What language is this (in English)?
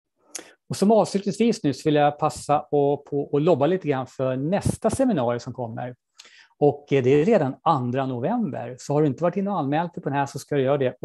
Swedish